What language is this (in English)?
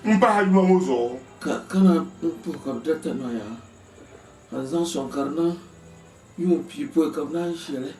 Dagbani